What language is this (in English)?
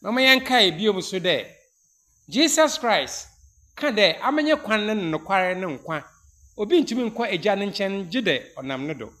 Akan